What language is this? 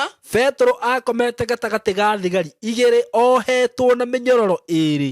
Kikuyu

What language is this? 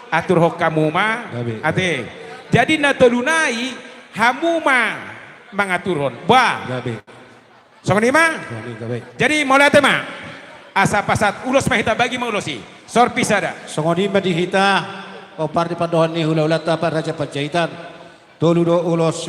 Batak Toba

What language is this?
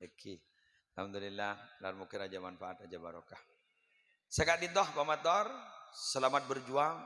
Madurese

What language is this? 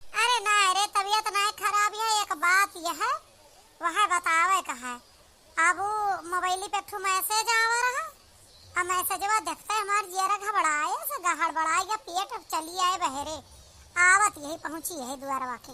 Awadhi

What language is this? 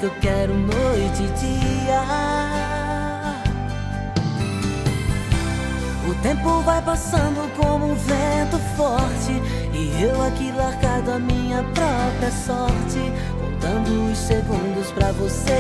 Portuguese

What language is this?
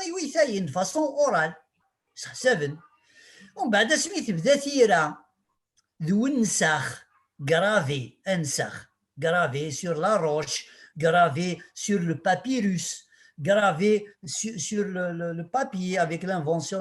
Kabyle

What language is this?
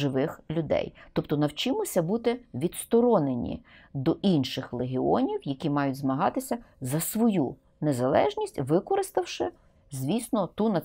Ukrainian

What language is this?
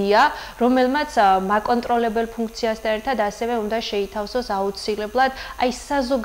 Georgian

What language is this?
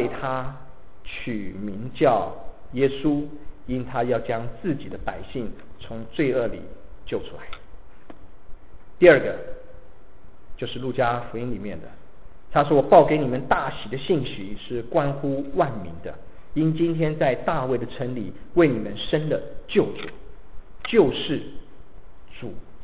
Chinese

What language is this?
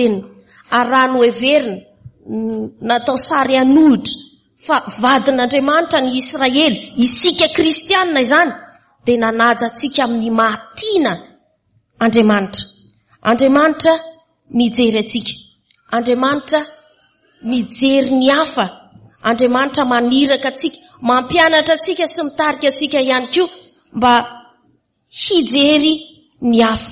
Malagasy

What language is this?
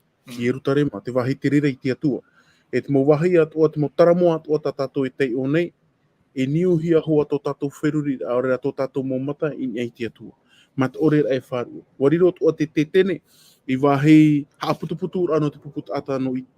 Tahitian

